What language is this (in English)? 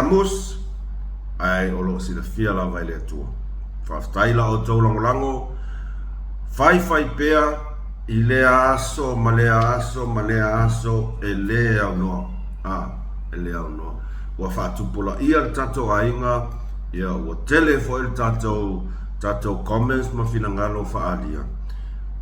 Samoan